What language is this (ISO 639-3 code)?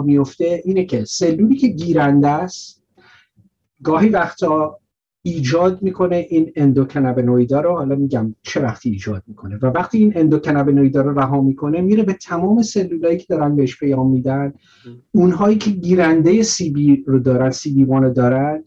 fas